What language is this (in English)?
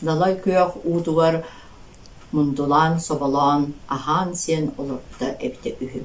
Yakut